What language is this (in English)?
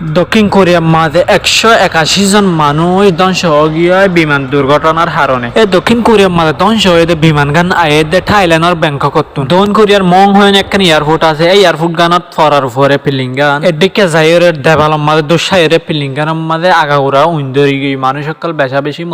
Rohingya